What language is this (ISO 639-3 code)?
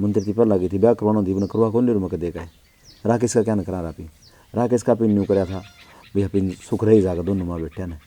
bgc